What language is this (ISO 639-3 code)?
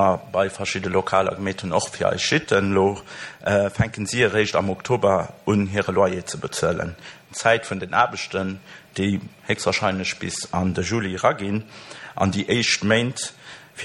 ltz